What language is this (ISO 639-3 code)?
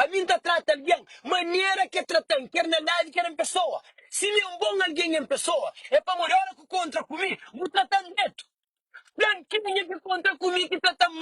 kea